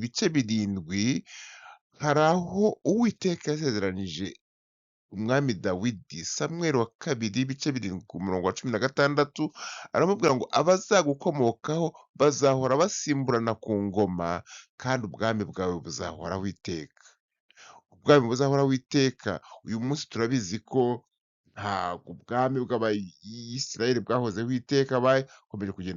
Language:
Kinyarwanda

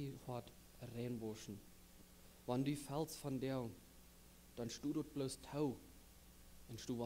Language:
Plautdietsch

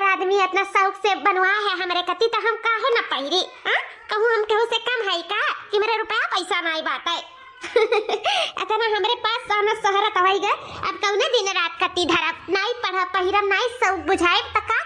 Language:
Awadhi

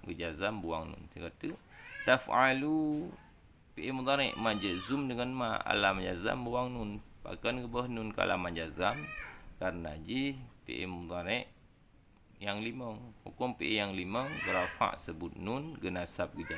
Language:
Achinese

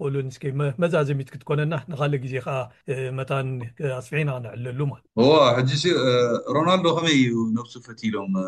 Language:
Tigrinya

